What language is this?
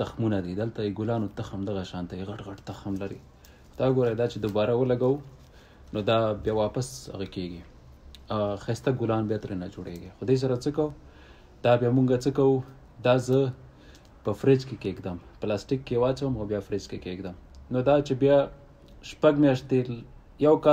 Pashto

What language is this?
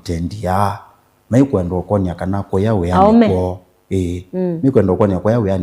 Kamba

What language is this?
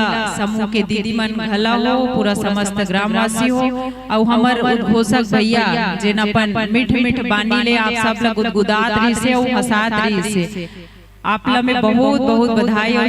Chhattisgarhi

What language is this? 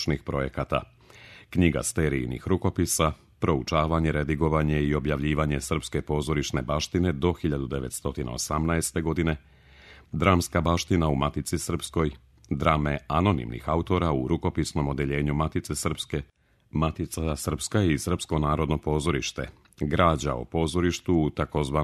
Serbian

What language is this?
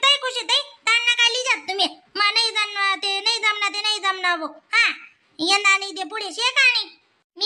Khandesi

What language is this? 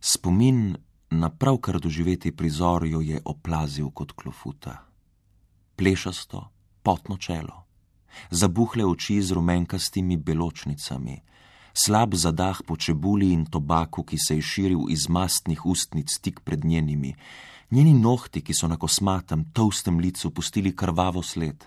Slovenian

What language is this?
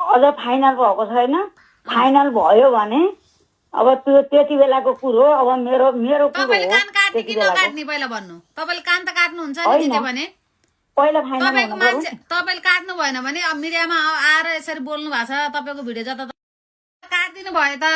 Nepali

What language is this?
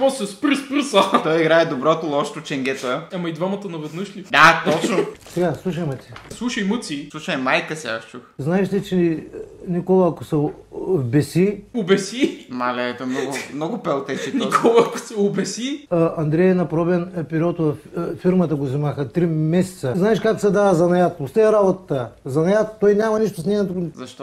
Bulgarian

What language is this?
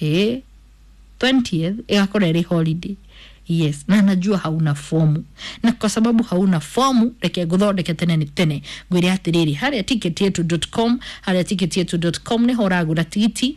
Kikuyu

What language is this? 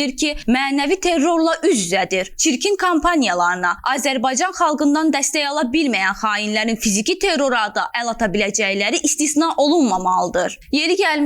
Azerbaijani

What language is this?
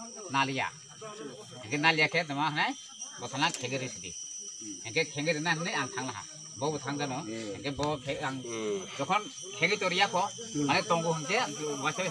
Kok Borok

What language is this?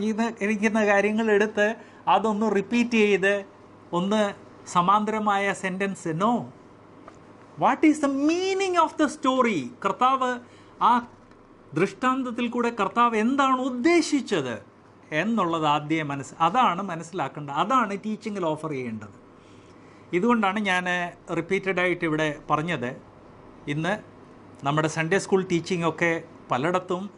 Malayalam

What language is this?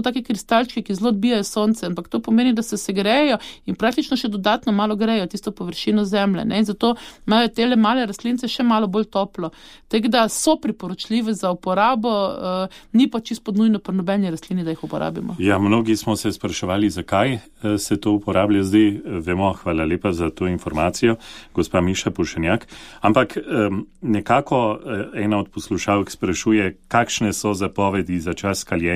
Slovenian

